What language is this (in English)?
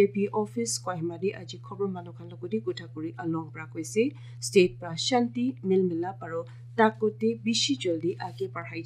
Naga Pidgin